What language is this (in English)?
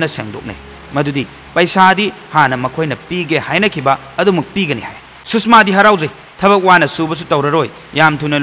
Manipuri